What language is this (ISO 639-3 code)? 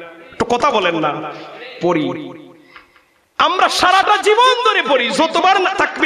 ben